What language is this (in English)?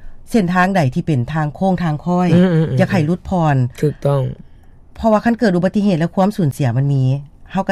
Lao